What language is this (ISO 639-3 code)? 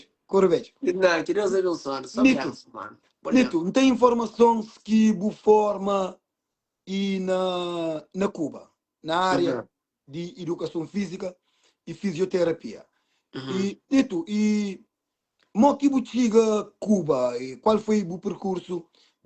kea